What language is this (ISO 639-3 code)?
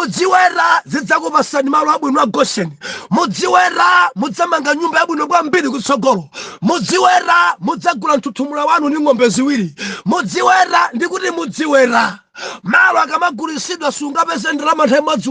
nya